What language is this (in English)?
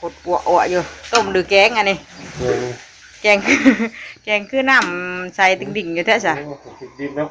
Northeastern Thai